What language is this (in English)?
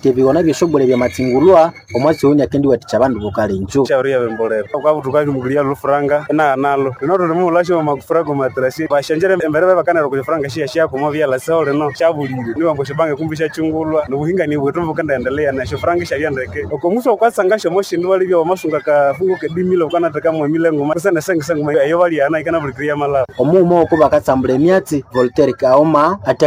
Nande